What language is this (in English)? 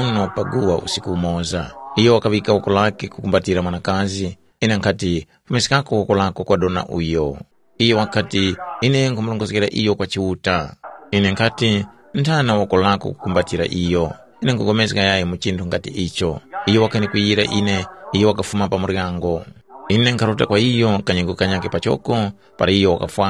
Tumbuka